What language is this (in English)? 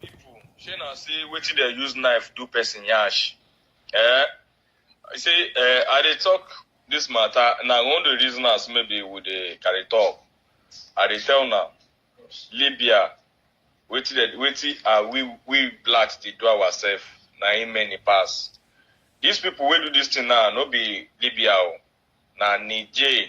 Nigerian Pidgin